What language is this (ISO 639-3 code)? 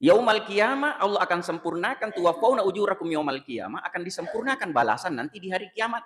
bug